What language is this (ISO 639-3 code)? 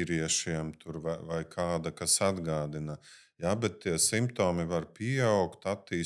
lav